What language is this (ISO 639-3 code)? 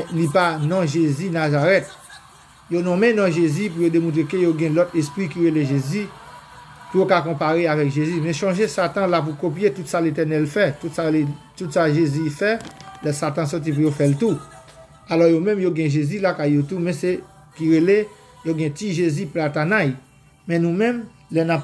hat